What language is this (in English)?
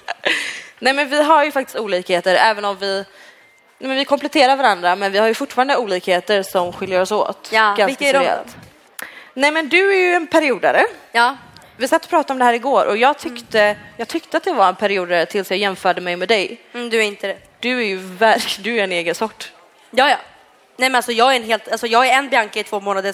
Swedish